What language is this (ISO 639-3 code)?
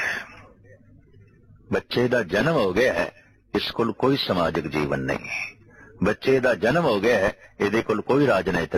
pan